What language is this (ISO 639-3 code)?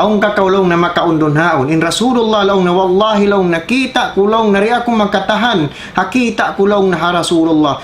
tsg